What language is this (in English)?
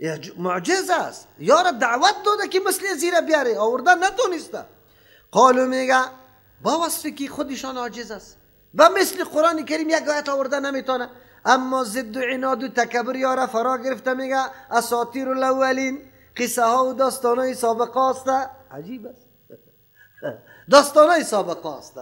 Persian